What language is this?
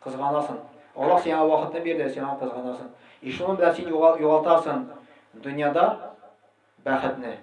Tatar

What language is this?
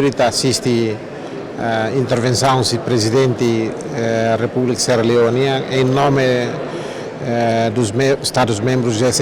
Tetum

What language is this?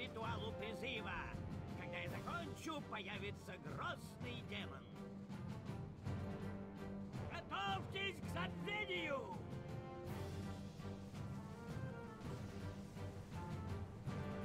Russian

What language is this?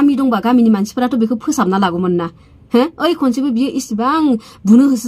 Bodo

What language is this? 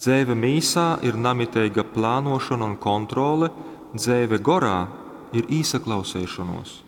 Latgalian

